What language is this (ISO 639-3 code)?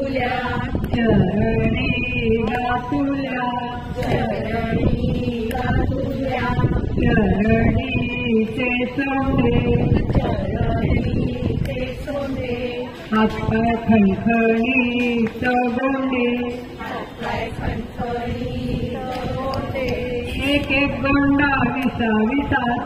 mar